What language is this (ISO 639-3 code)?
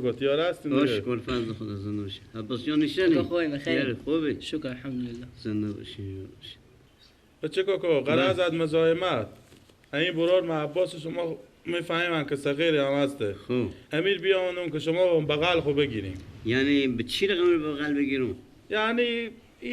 fas